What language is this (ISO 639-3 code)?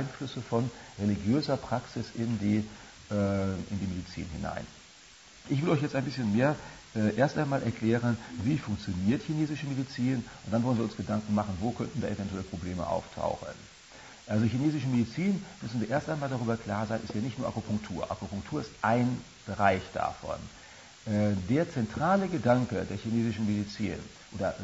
deu